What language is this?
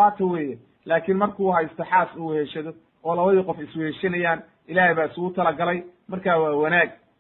Somali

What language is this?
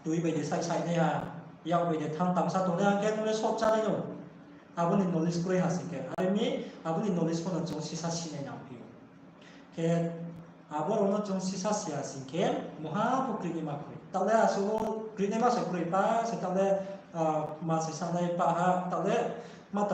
Riang (India)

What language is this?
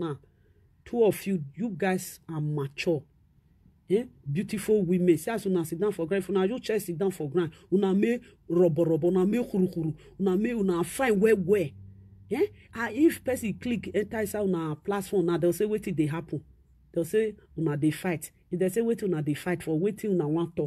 Nigerian Pidgin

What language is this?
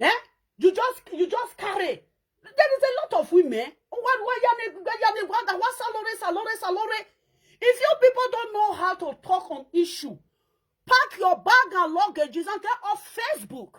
Nigerian Pidgin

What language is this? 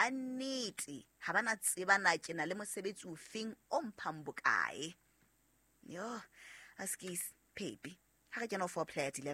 Southern Sotho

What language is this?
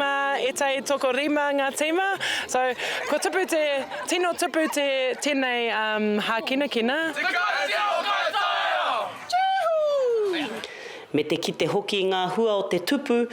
Māori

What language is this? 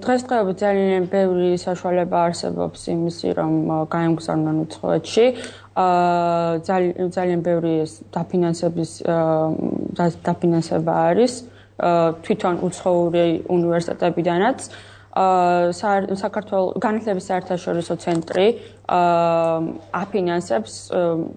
Georgian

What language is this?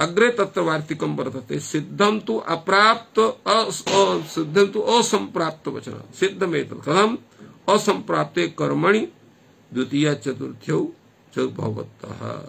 Sanskrit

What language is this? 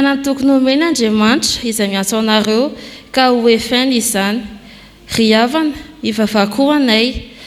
Malagasy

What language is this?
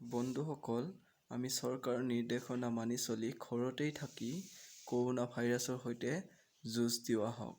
Assamese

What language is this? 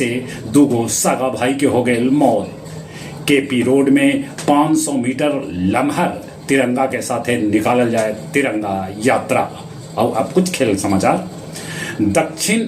Magahi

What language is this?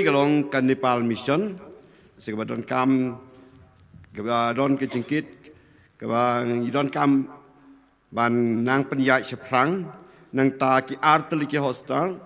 Khasi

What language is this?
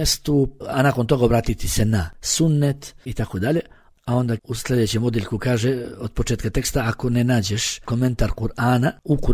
Bosnian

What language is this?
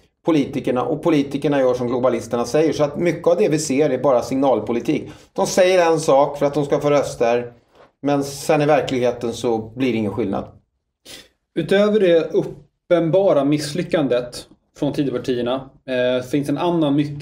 Swedish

